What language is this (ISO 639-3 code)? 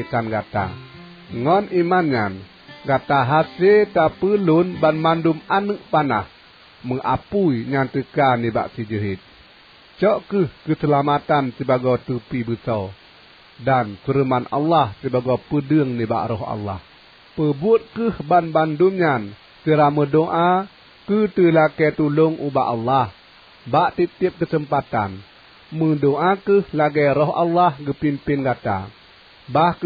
ace